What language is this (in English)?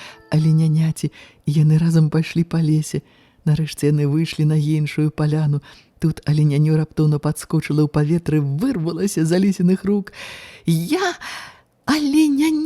Belarusian